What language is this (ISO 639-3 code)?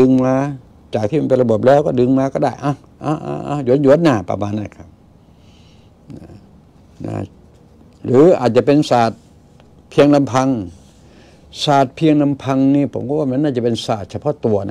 tha